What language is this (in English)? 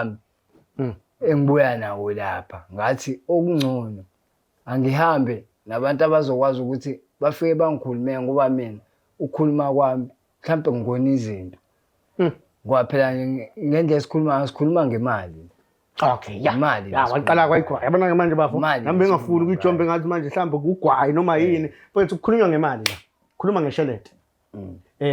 Zulu